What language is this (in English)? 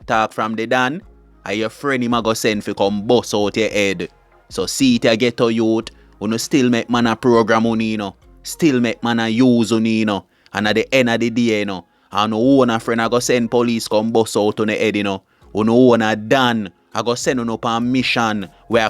Jamaican Creole English